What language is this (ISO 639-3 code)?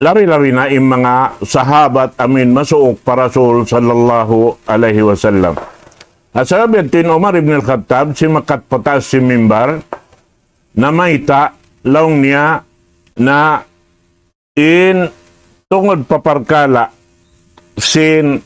tsg